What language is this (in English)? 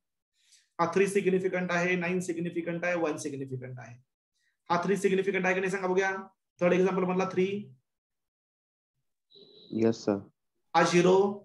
Marathi